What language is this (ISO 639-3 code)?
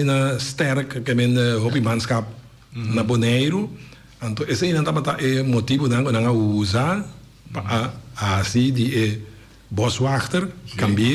pap